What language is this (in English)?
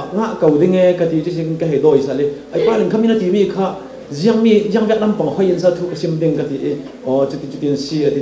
Falam Chin